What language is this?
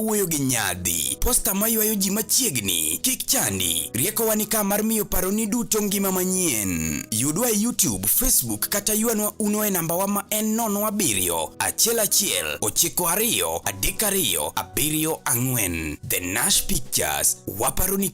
Luo (Kenya and Tanzania)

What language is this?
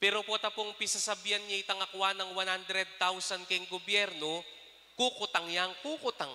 Pampanga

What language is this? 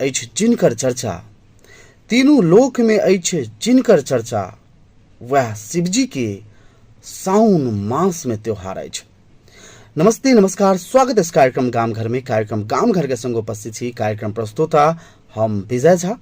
Maithili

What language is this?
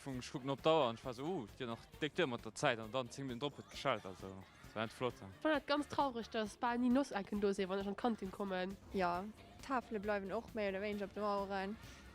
Luxembourgish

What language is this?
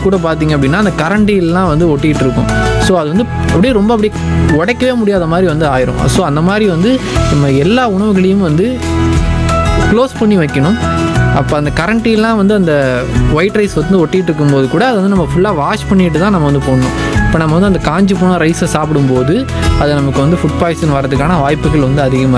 Tamil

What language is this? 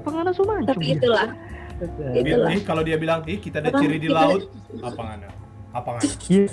Manado Malay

